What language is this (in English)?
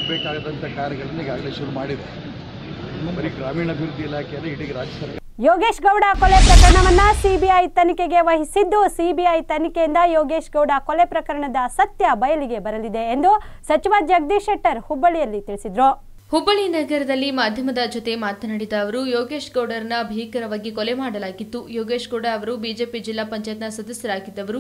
Kannada